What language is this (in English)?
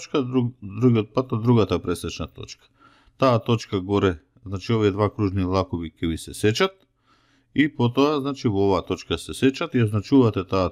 Macedonian